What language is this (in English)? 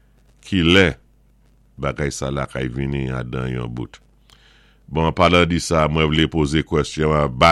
Saint Lucian Creole French